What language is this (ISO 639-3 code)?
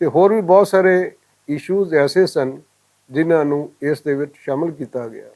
lah